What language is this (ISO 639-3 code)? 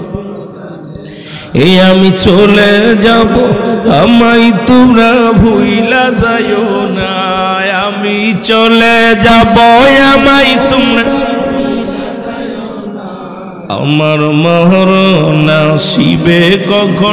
ben